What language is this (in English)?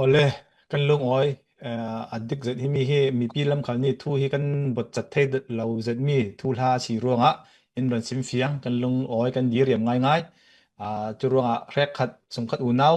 Falam Chin